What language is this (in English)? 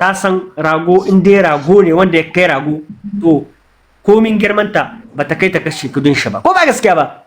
Hausa